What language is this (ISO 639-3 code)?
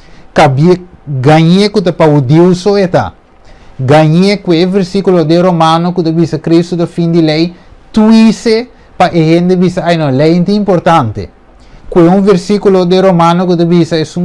pap